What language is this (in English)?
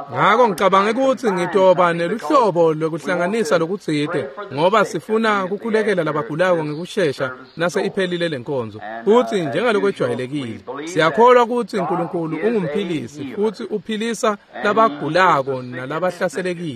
Swati